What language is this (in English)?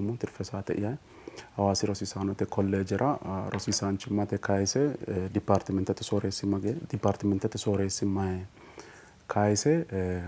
Sidamo